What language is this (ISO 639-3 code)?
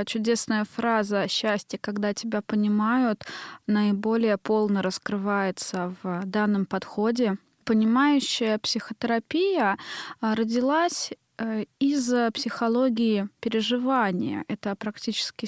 rus